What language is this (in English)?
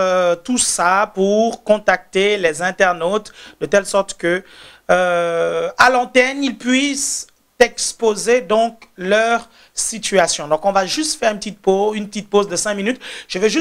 French